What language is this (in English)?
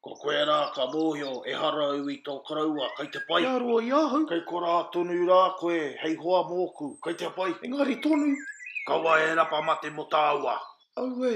Māori